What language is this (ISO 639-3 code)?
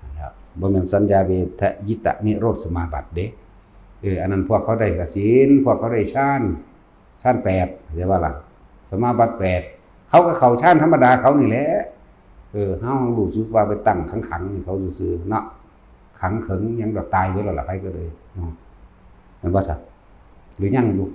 tts